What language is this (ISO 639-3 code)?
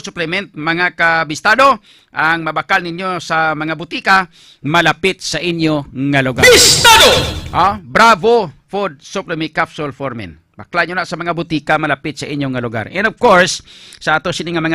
hil